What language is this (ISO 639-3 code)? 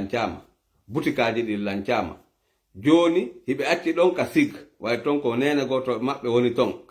ful